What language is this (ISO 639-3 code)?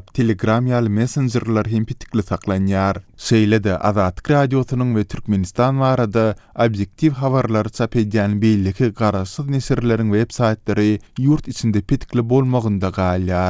tuk